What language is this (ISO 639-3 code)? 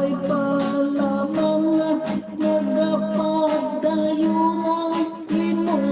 hil